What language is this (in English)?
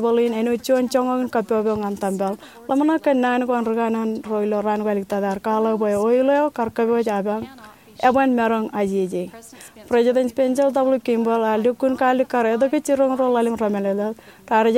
Marshallese